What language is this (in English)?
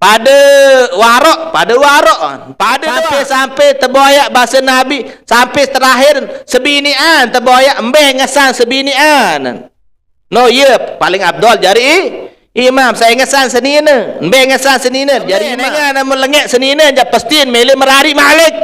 Sasak